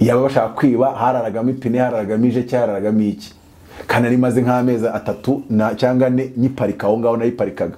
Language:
Kinyarwanda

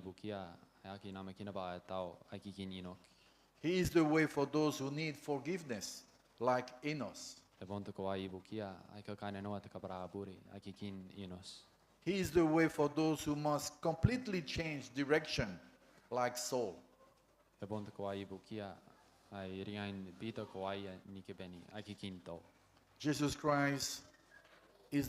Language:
Gilbertese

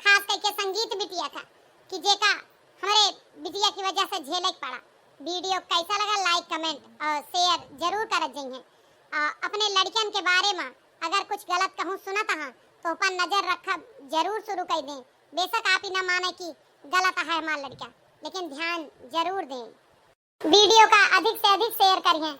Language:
Awadhi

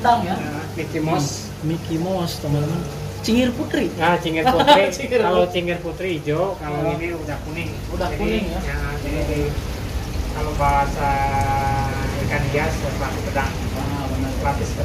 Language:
Indonesian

